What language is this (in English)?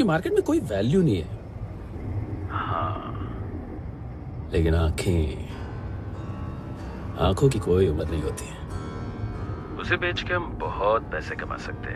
Hindi